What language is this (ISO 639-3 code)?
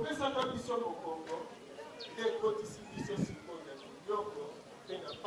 lin